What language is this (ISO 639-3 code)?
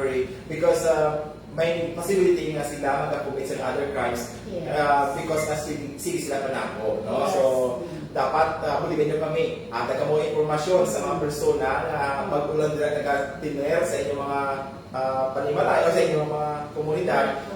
hil